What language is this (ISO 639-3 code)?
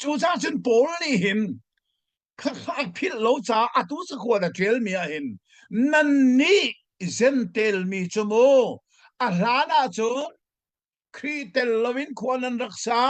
cnh